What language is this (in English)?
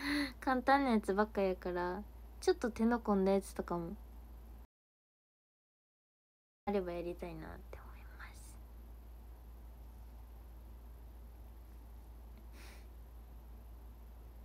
Japanese